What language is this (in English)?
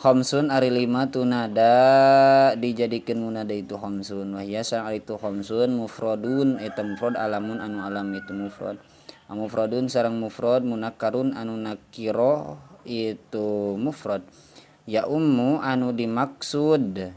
Sundanese